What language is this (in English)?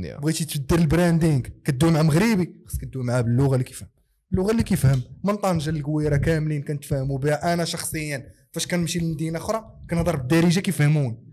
Moroccan Arabic